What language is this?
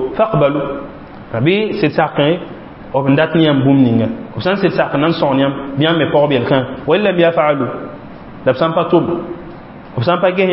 Mossi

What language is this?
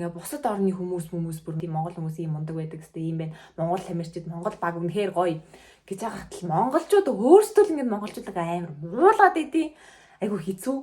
Mongolian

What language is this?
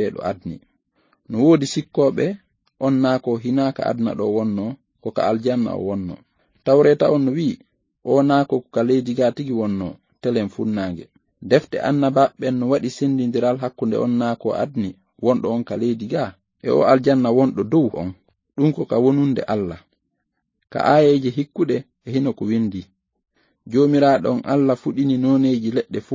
Fula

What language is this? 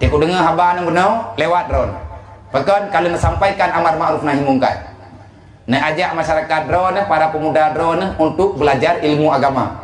Achinese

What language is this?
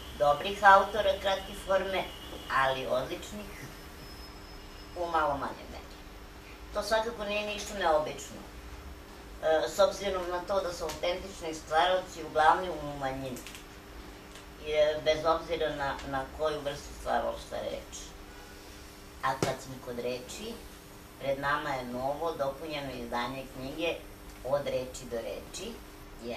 Serbian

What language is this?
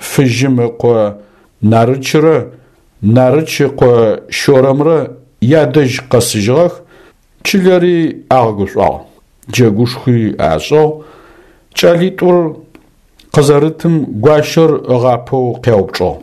Adyghe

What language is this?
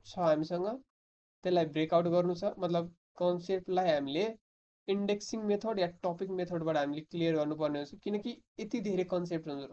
Nepali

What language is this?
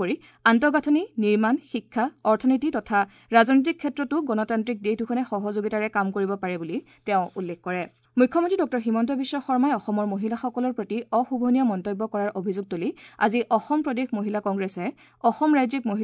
Assamese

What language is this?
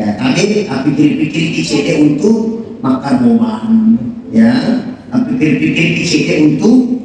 Buginese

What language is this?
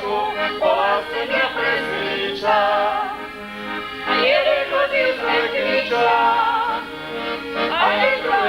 Slovak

